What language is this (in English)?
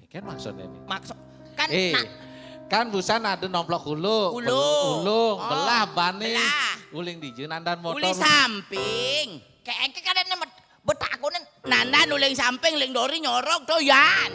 Balinese